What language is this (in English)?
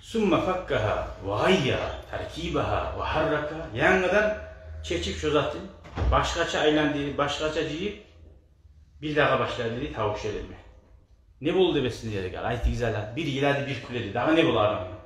Kumyk